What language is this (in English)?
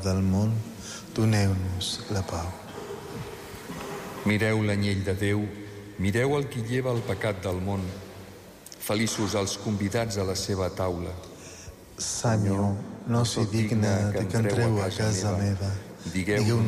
Catalan